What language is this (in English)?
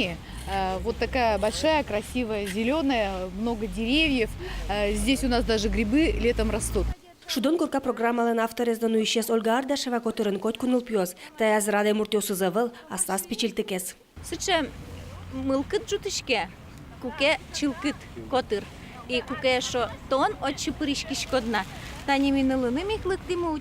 Udmurt